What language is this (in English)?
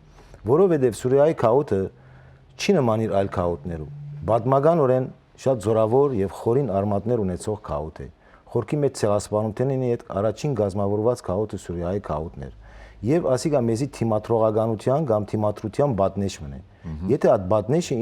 Western Armenian